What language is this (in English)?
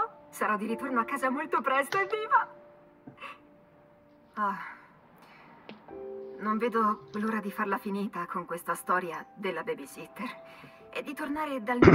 Italian